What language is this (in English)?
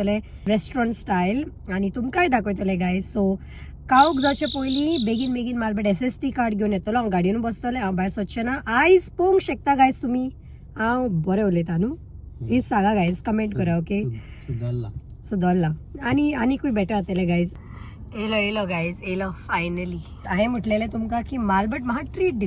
Konkani